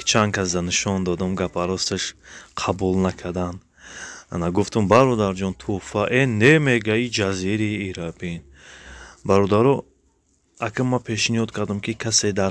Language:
Tajik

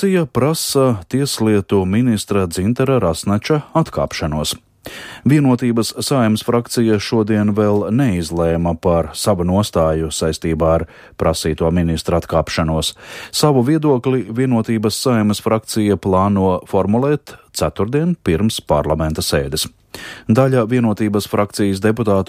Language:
Latvian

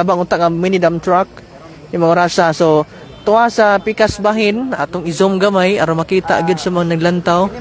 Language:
Cebuano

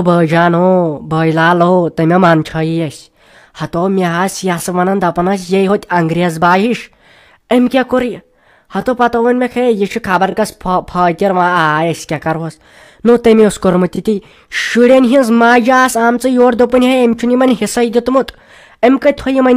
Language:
Kashmiri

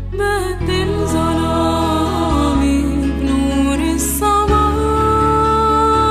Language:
Egyptian Arabic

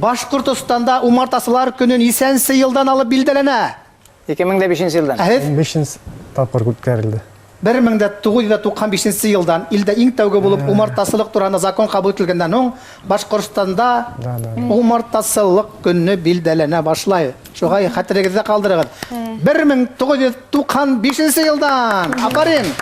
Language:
Bashkir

